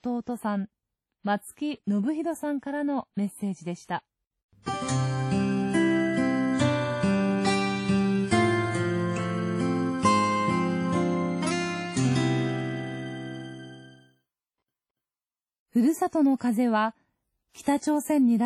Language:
Japanese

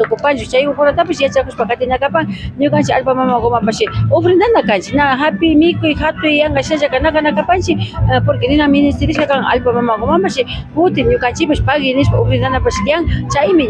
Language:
Imbabura Highland Quichua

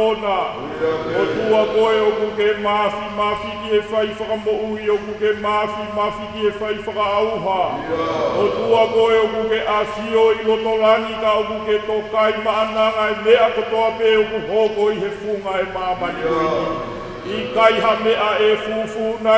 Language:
Tongan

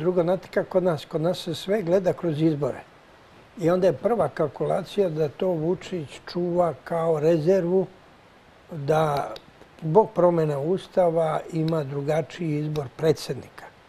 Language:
Serbian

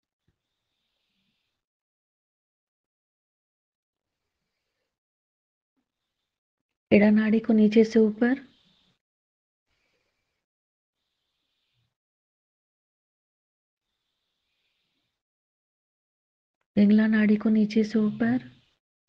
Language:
Hindi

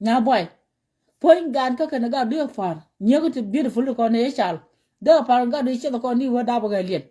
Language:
Nuer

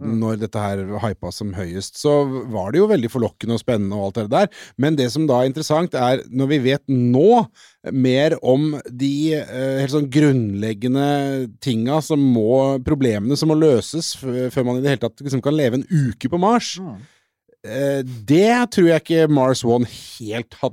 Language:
Norwegian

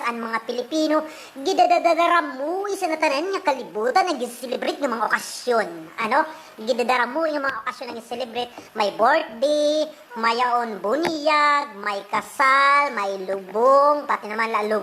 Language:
Waray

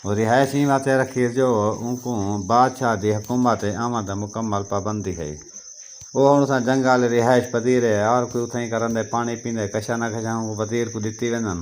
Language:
Saraiki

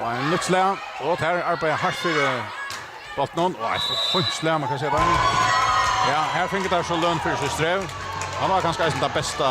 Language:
Faroese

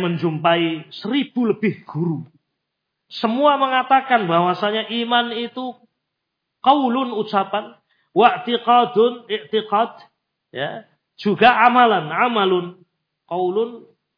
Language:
Indonesian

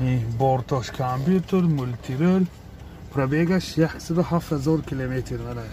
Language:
Tajik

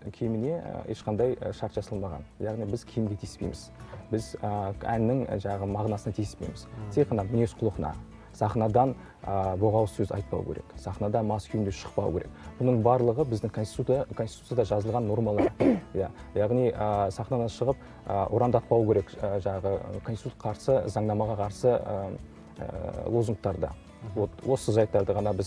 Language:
Kazakh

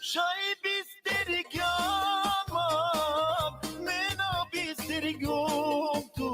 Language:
Balkan Romani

